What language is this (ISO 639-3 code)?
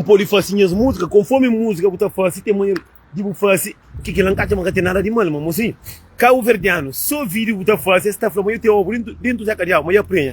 kea